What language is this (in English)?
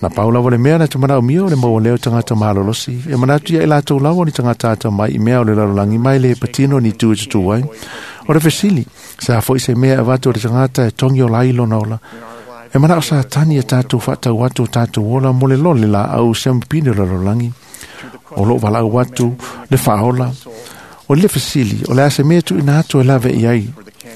Samoan